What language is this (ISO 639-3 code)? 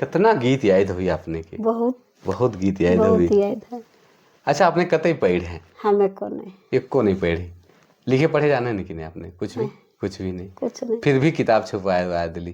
sck